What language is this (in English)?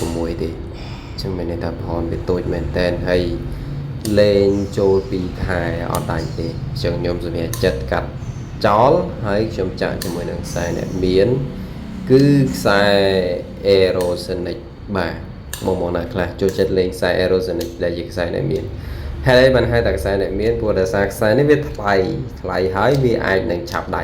Khmer